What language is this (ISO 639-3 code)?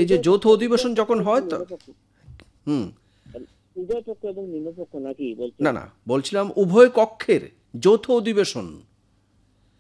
ben